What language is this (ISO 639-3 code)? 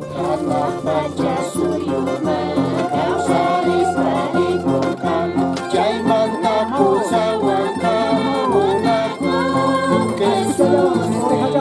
que